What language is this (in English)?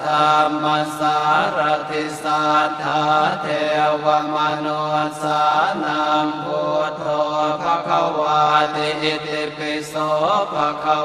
Pali